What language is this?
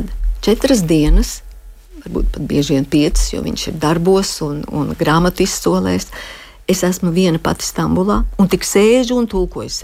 Latvian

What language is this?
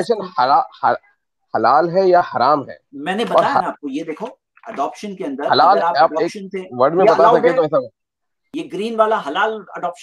Hindi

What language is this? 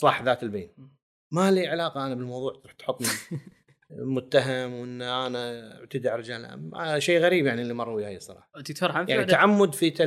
Gulf Arabic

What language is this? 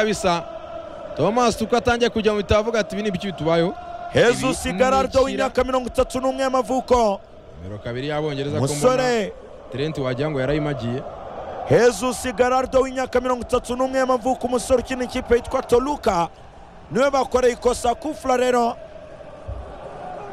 Kinyarwanda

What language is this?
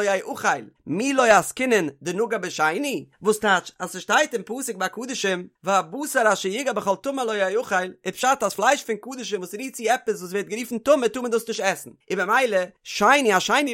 Yiddish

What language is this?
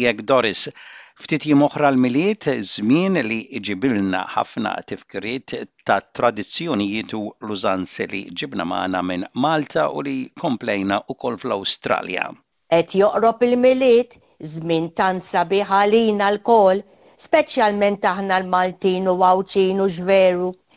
Maltese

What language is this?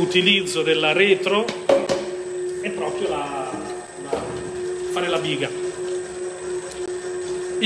Italian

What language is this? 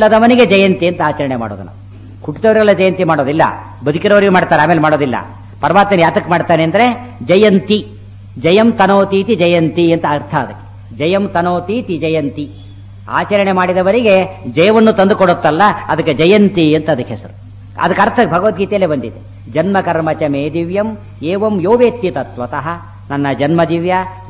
Kannada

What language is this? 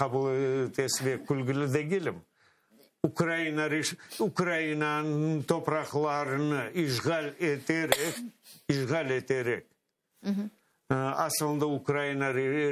Crimean Tatar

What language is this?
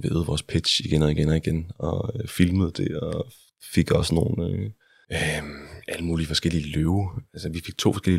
Danish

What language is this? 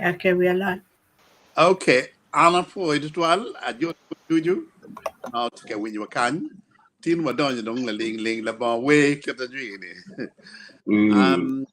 Acoli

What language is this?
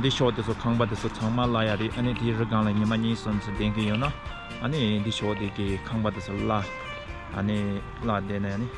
Tibetan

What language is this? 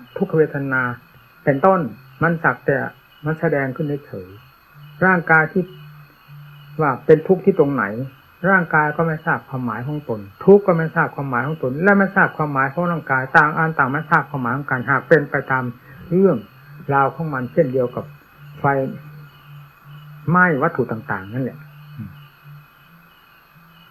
Thai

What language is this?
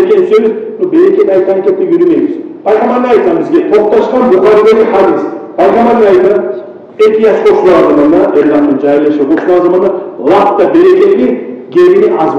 Kumyk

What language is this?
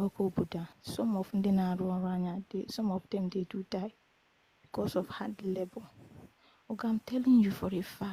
Igbo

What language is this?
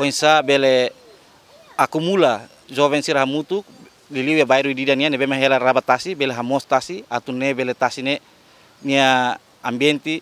Tetum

